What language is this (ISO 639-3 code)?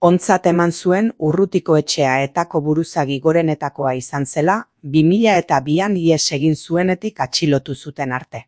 eus